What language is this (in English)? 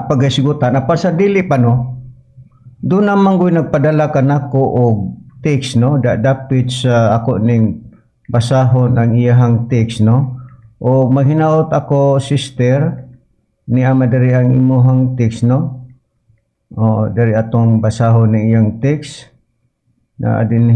Cebuano